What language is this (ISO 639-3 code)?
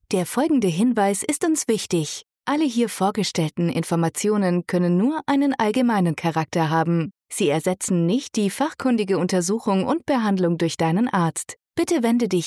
deu